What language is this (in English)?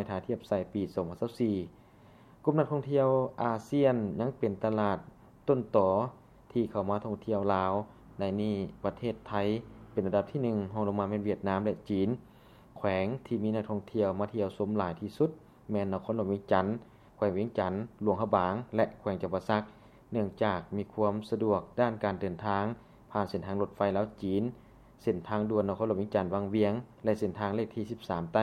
Lao